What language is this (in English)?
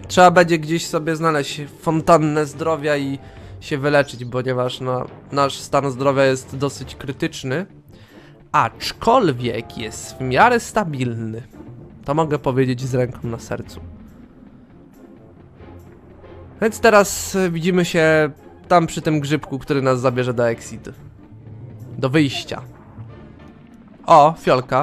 Polish